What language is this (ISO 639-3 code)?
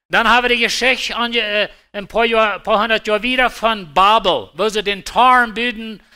pdt